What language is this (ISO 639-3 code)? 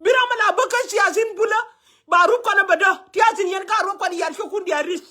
nus